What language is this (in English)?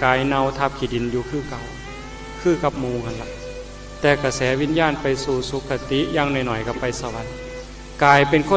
Northeastern Thai